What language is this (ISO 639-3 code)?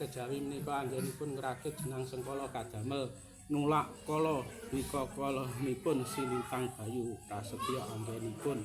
jav